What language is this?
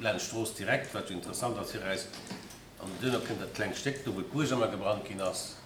Luxembourgish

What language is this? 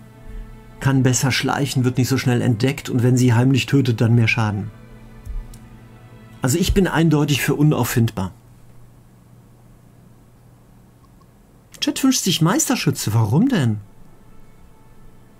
German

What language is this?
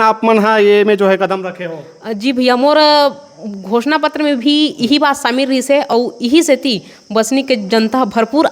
Chhattisgarhi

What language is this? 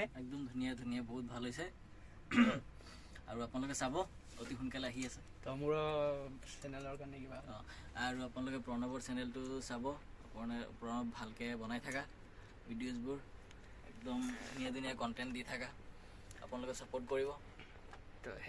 Assamese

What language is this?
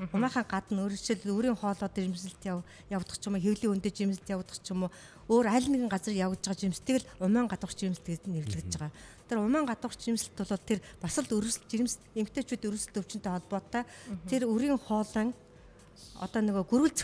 Mongolian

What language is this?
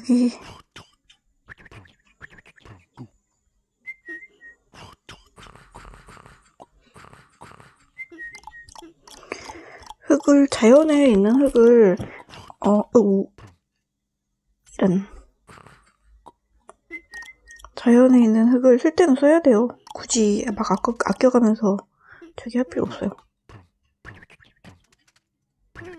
Korean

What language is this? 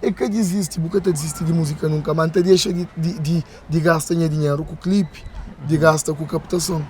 Kabuverdianu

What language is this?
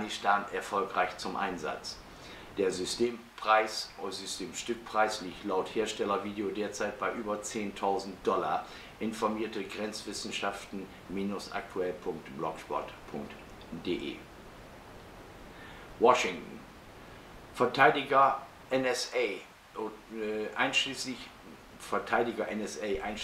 German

